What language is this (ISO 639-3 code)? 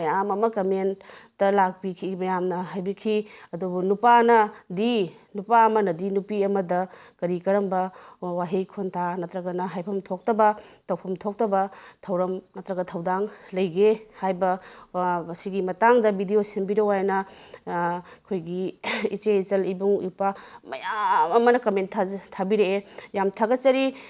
mni